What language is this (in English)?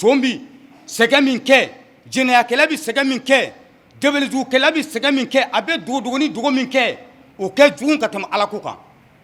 Bambara